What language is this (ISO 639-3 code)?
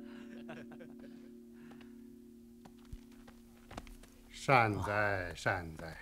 zho